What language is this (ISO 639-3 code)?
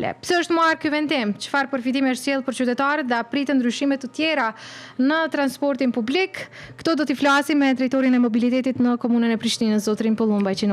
sqi